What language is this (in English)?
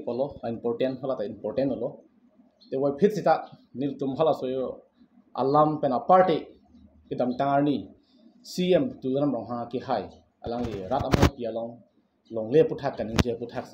Karbi